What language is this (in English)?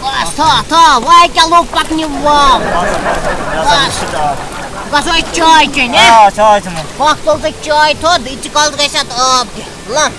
Kashmiri